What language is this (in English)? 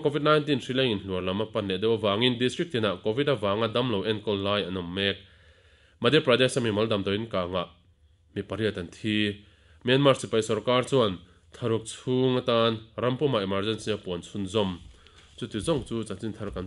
Mizo